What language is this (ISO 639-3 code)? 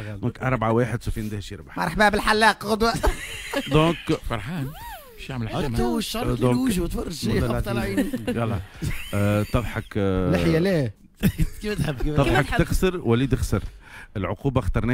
aeb